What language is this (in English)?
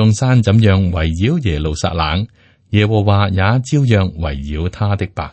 Cantonese